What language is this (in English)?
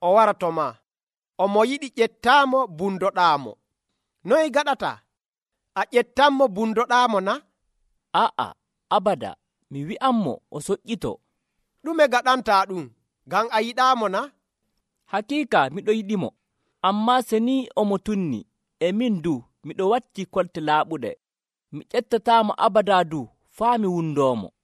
Nigerian Fulfulde